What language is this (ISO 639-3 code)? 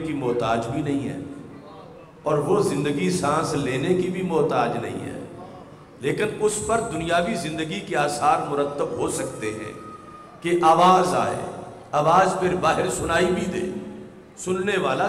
urd